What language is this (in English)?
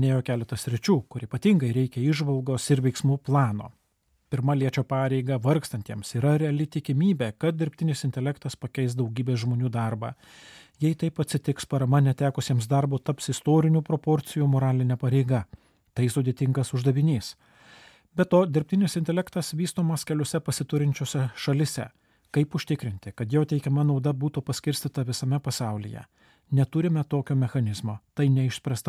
Lithuanian